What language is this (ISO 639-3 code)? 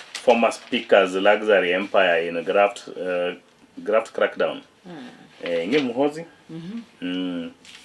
luo